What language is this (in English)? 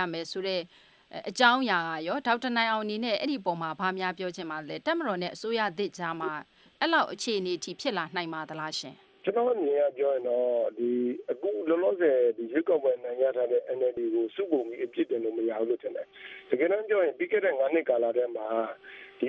Burmese